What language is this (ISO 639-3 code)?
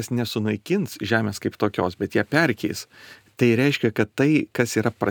lit